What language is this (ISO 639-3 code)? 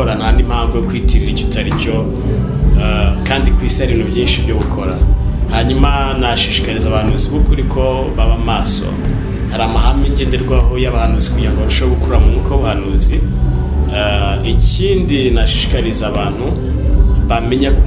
kin